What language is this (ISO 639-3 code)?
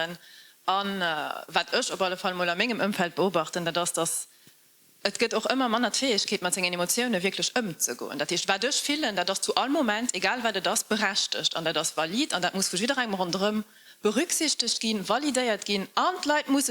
ltz